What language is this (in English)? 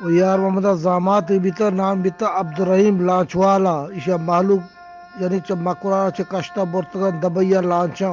Eastern Balochi